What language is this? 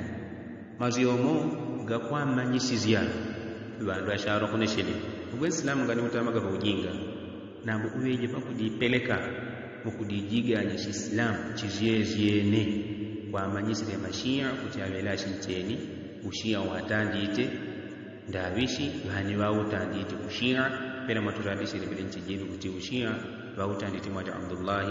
Yao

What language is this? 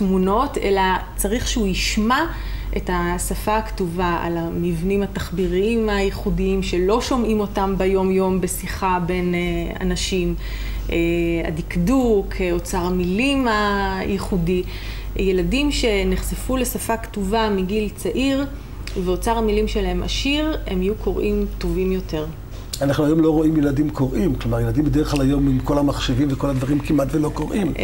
Hebrew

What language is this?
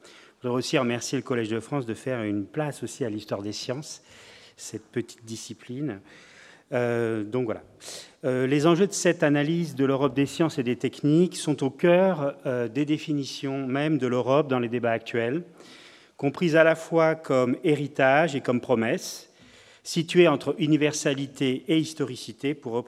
French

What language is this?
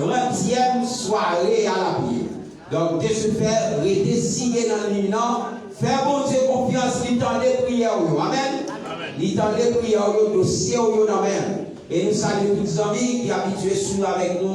Haitian Creole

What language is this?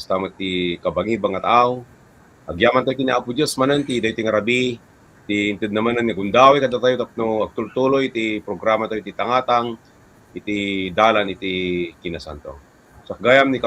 Iloko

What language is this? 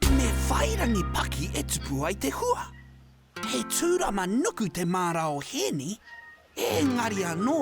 Māori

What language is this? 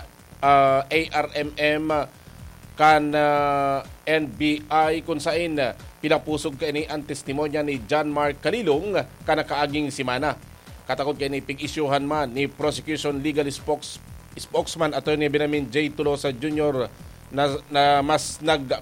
Bikol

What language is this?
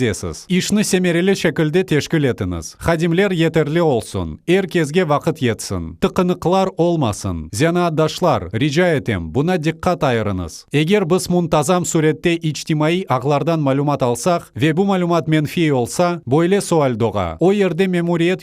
Crimean Tatar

